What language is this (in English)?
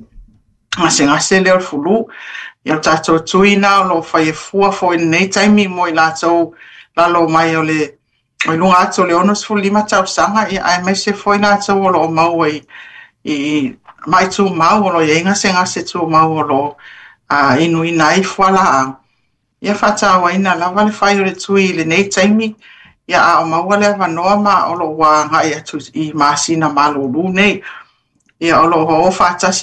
Samoan